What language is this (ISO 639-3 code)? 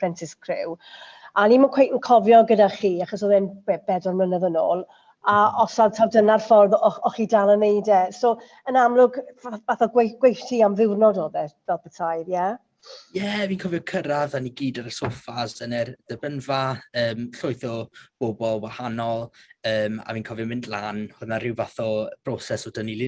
cym